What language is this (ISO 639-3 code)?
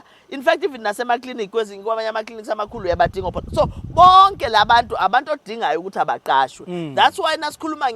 zul